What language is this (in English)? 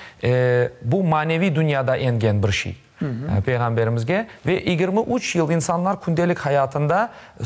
Crimean Tatar